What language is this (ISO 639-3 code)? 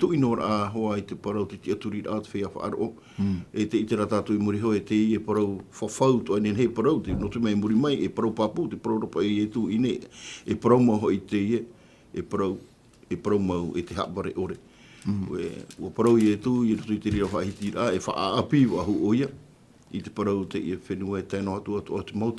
tah